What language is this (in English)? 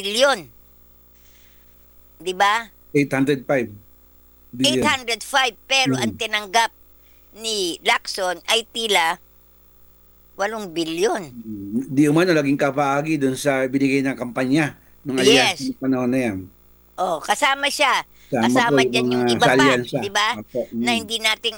Filipino